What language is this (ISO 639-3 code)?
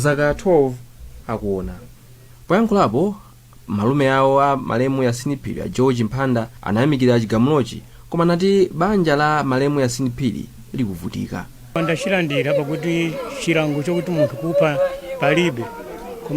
nya